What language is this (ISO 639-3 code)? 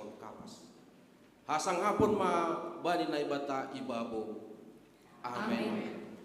bts